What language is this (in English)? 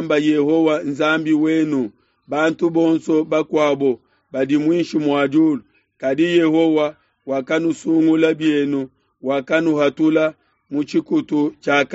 Luba-Lulua